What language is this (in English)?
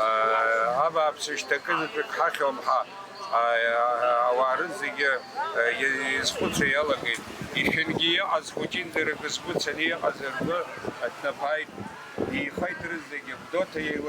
Abkhazian